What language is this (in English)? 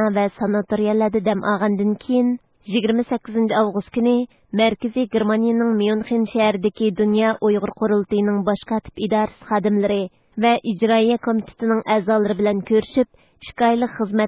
Uyghur